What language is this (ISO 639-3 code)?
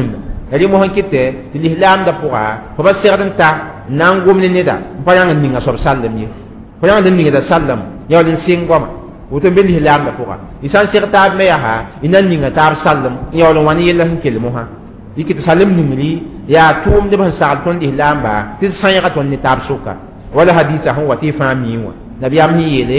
mos